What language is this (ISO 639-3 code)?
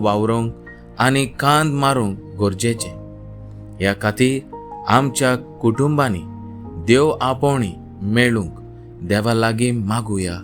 kok